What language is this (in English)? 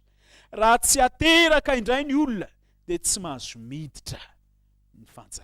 Malagasy